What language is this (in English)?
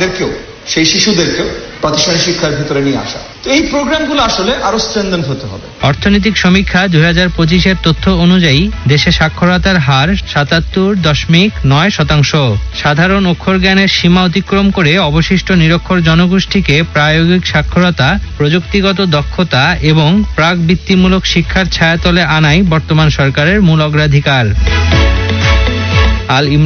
Bangla